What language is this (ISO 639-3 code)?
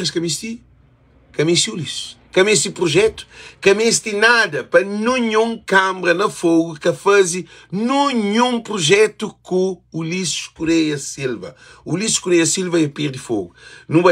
kea